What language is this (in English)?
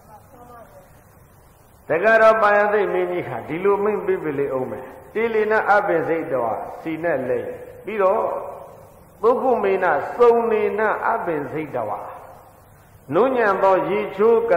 Burmese